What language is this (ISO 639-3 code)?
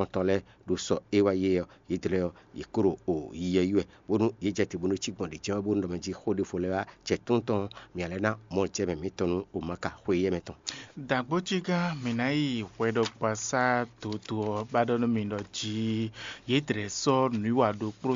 fon